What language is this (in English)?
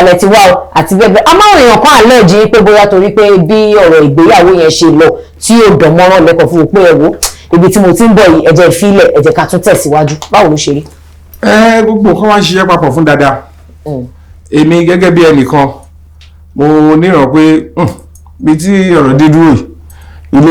Yoruba